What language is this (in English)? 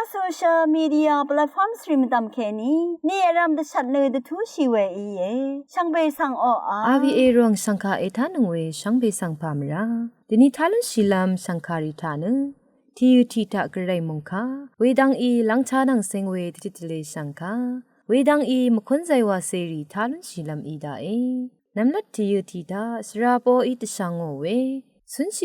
Rawang